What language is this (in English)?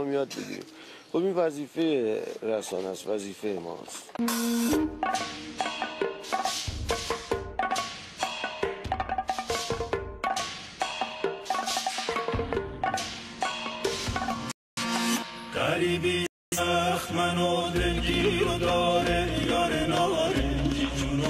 Persian